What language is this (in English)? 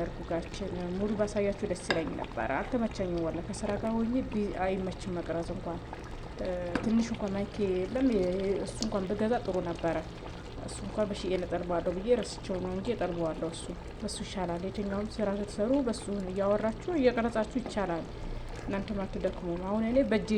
Amharic